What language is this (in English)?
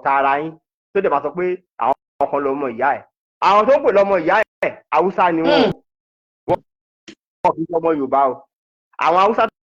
Yoruba